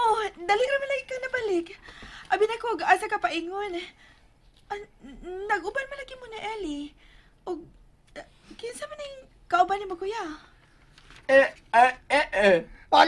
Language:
Cebuano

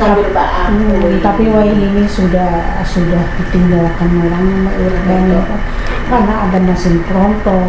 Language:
Banjar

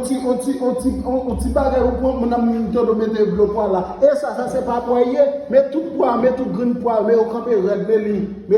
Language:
Haitian Creole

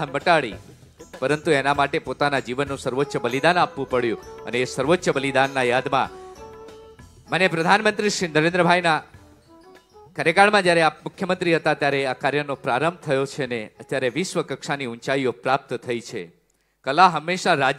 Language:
Gujarati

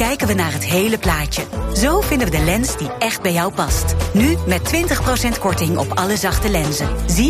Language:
Dutch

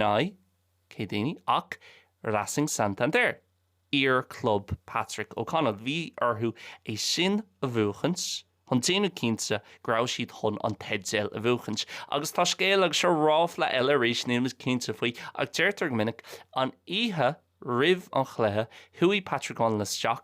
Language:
Irish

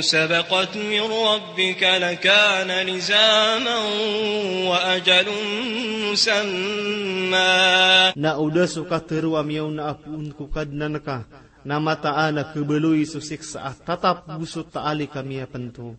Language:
Maranao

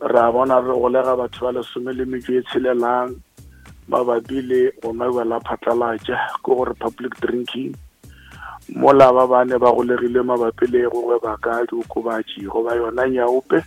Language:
Northern Sotho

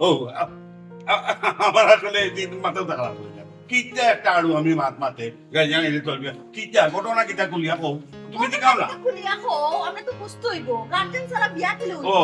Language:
Sylheti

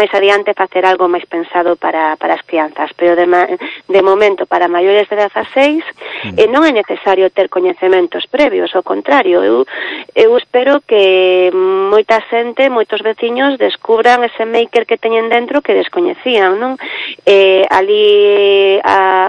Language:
Galician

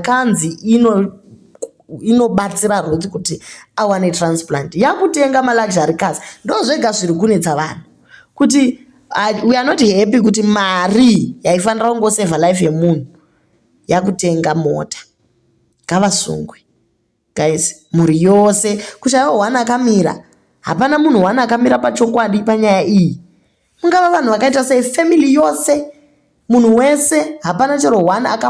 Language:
Shona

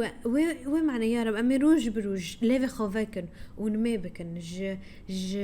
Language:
Kurdish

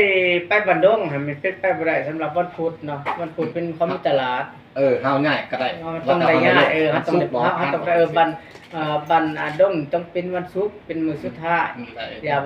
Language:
Lao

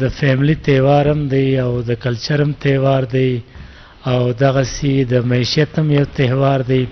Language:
Eastern Balochi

